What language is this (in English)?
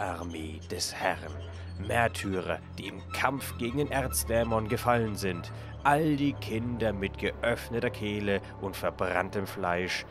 German